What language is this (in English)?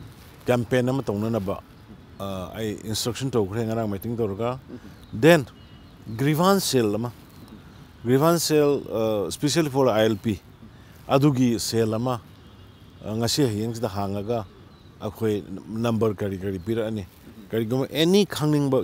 Manipuri